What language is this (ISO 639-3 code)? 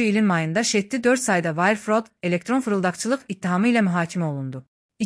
aze